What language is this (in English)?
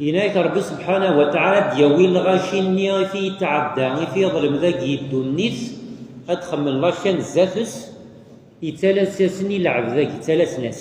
Kabyle